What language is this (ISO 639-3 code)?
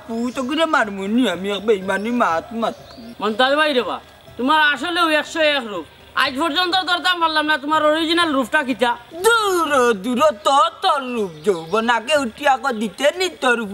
syl